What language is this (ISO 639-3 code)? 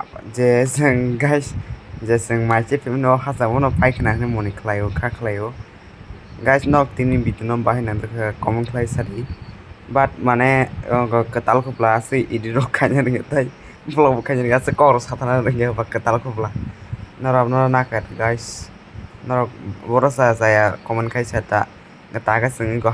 trp